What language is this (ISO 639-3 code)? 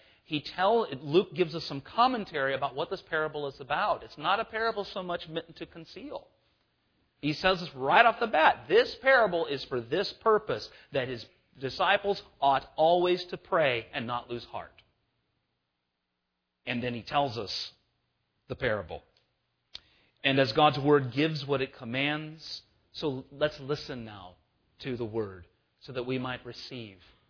eng